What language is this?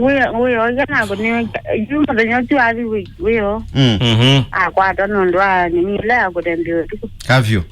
Kamba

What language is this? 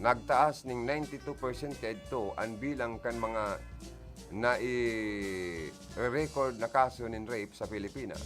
Bikol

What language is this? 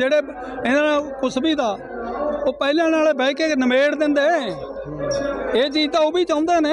Punjabi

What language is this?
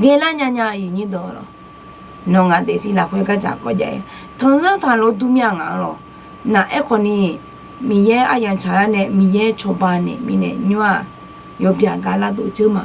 Akha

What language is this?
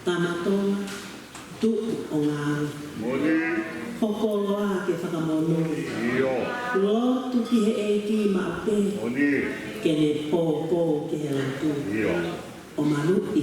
Tongan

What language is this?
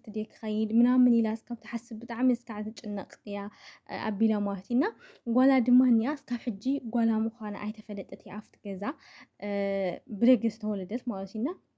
Tigrinya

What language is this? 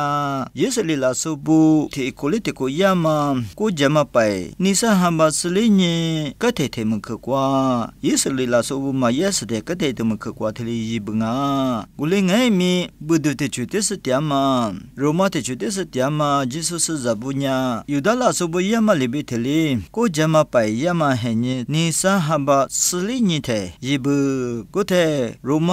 Lisu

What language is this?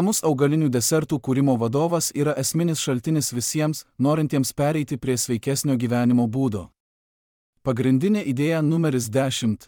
Lithuanian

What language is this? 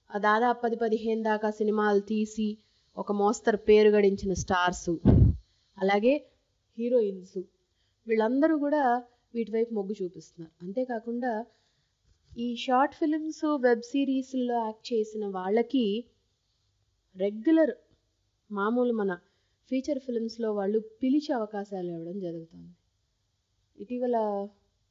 Telugu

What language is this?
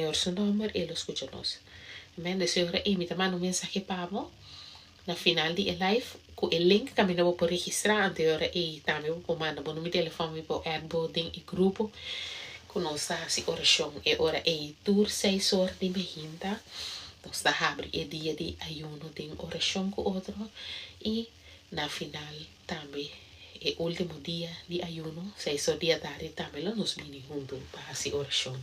Papiamento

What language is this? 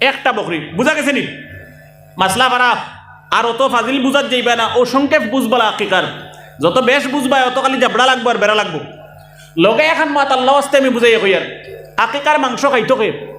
Sylheti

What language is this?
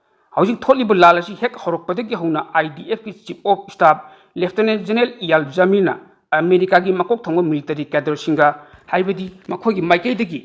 Manipuri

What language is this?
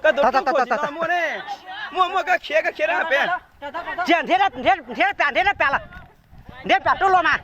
Hmong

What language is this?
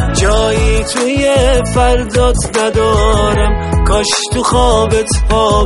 Persian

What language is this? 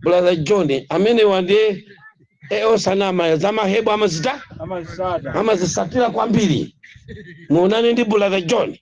Nyanja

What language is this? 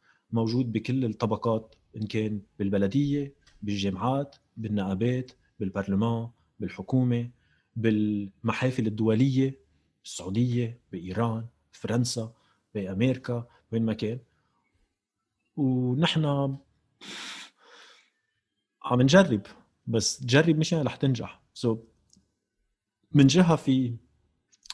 North Levantine Arabic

